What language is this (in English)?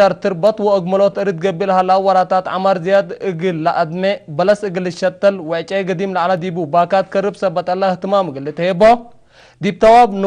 Tigre